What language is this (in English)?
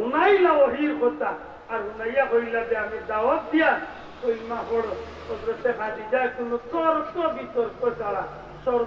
Sylheti